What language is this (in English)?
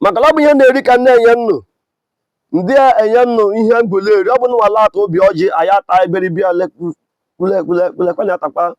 Igbo